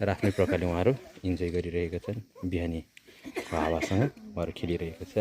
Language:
Nepali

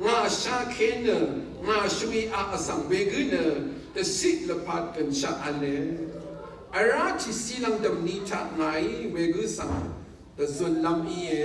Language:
Rawang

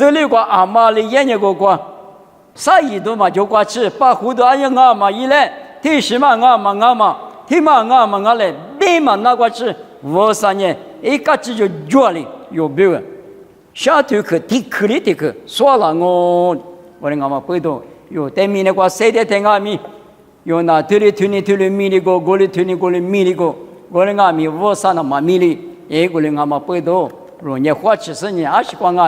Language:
Lisu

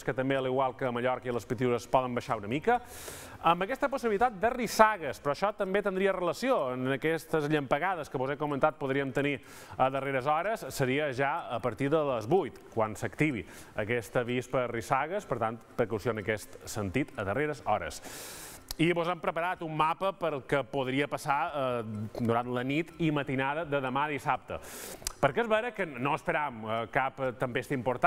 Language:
Catalan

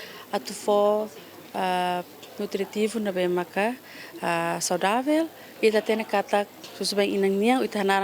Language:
Tetum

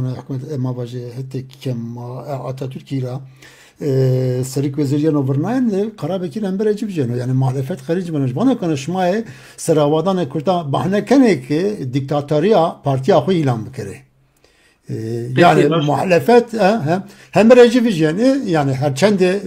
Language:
Zaza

